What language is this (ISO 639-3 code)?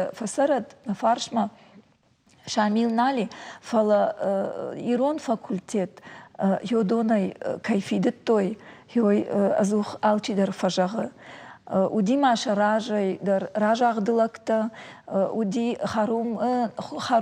oss